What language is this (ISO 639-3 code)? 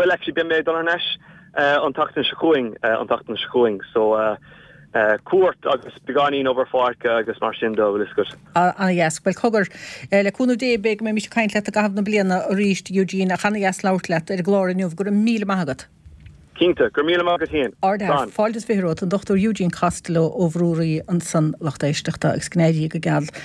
gle